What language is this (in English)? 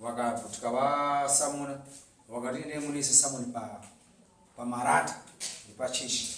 Shona